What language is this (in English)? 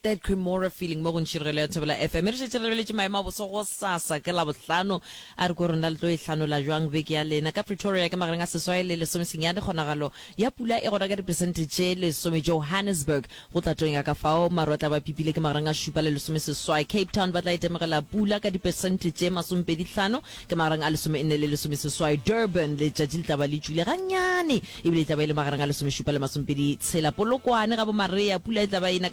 Northern Sotho